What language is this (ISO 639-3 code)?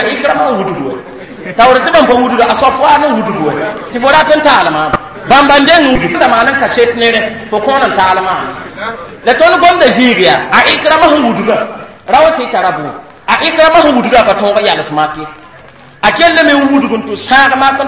mos